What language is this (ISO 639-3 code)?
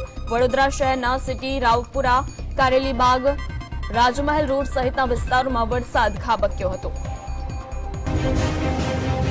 guj